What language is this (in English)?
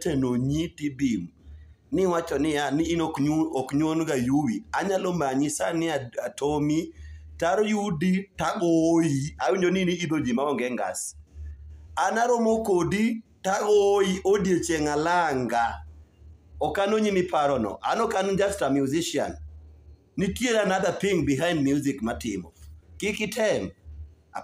Luo (Kenya and Tanzania)